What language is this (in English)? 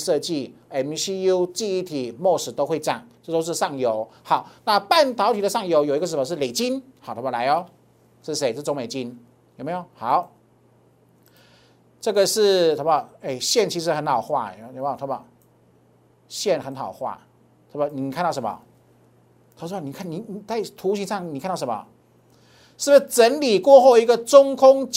Chinese